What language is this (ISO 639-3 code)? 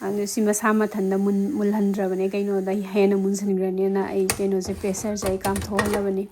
mni